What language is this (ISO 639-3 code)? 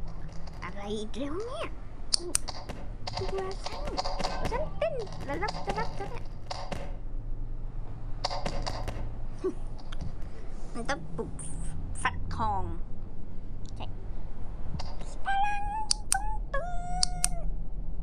tha